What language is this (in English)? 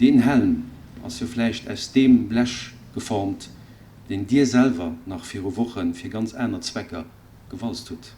Luxembourgish